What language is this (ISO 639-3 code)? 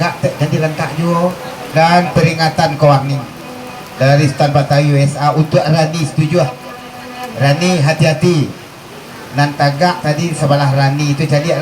min